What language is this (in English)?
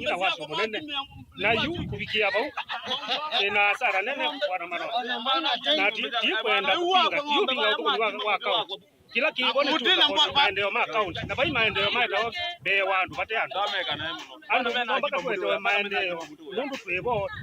Kamba